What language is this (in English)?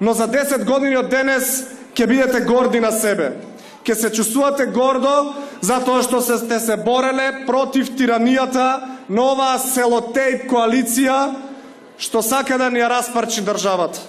Macedonian